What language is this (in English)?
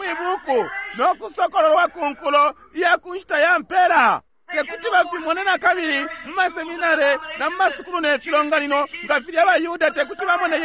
Bemba